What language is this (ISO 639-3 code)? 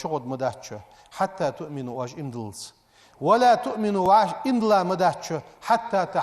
inh